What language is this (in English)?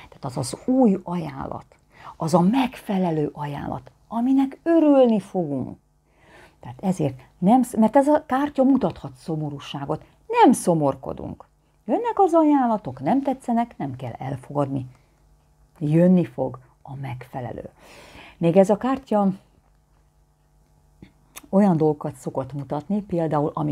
Hungarian